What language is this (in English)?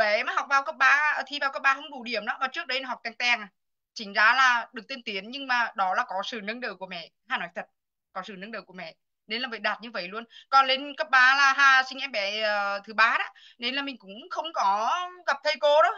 Vietnamese